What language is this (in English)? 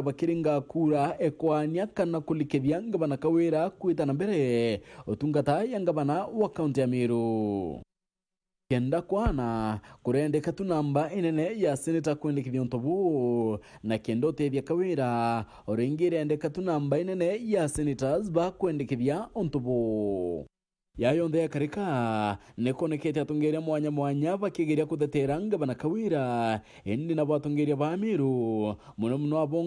Meru